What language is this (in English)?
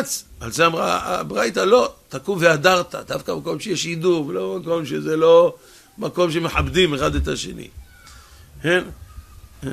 Hebrew